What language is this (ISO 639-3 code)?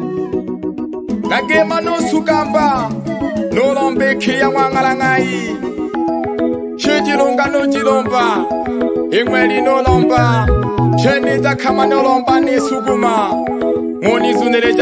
suk